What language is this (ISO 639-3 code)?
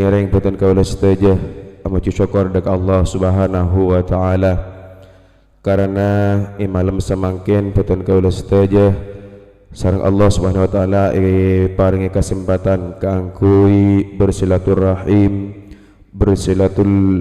mad